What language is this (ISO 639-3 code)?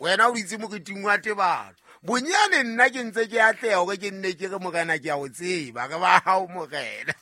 sot